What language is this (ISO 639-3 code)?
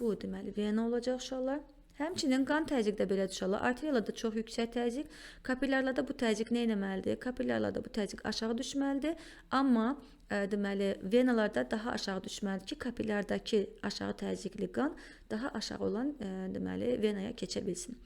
aze